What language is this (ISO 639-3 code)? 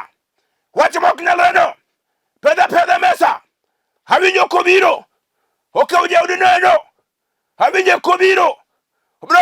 luo